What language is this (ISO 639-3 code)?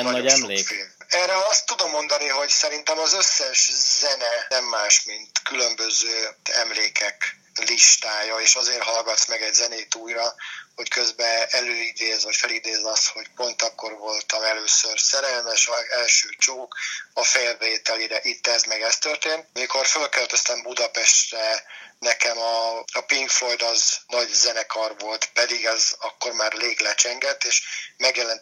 hun